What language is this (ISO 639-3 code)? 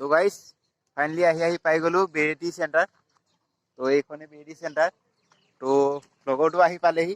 asm